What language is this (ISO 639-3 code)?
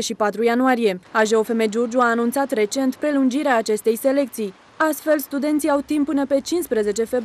ron